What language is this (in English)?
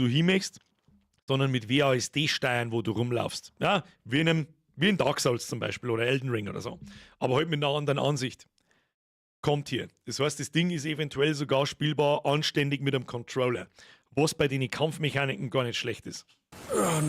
Bavarian